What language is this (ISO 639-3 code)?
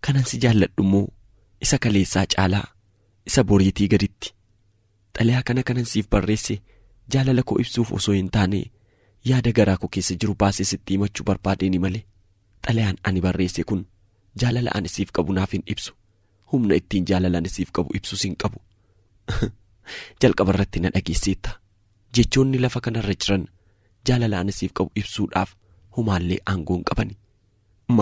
orm